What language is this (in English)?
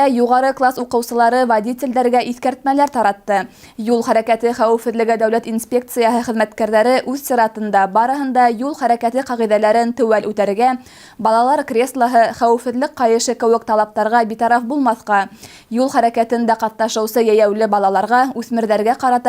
Bashkir